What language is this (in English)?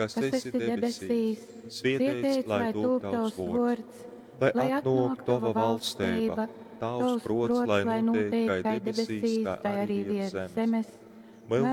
Latgalian